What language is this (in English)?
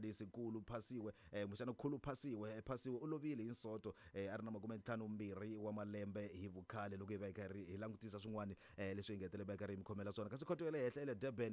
Tsonga